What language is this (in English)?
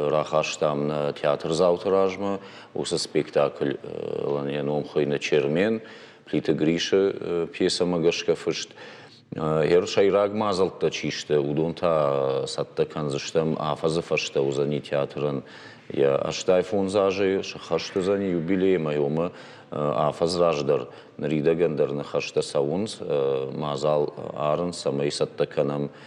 Ossetic